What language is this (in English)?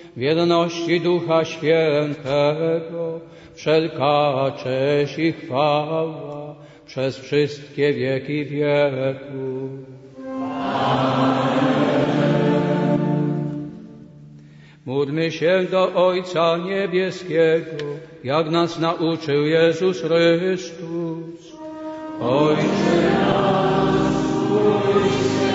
Polish